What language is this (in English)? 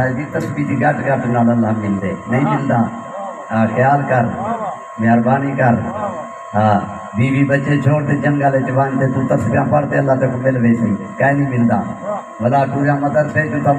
Saraiki